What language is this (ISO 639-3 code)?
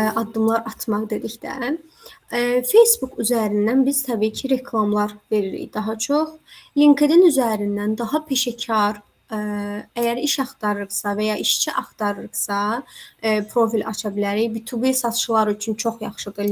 aze